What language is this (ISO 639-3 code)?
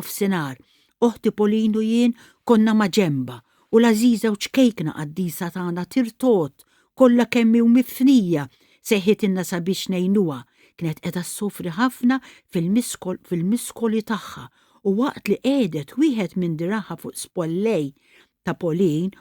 mlt